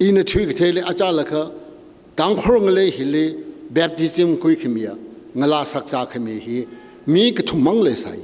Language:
Tangkhul Naga (India)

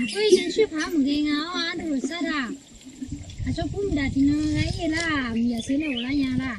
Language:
Akha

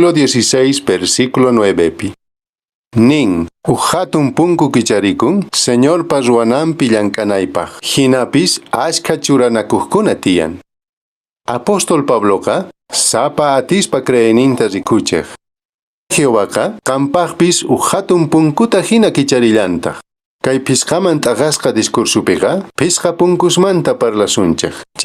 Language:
Quechua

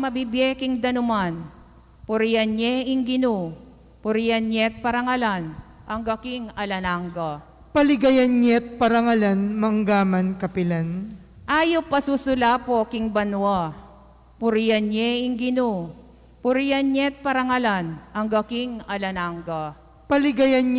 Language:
Pampanga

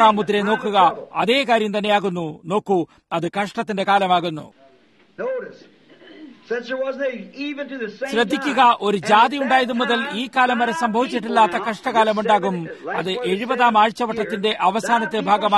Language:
Malayalam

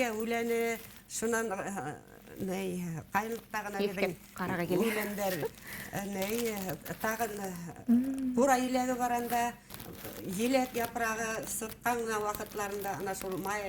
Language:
Bashkir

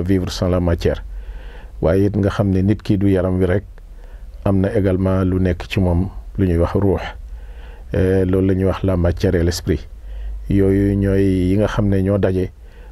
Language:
Wolof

